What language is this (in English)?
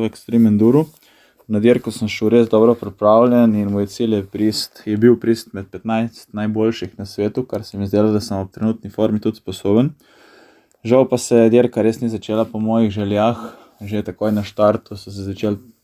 Slovenian